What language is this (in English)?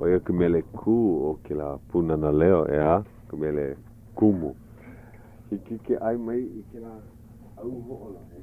Hawaiian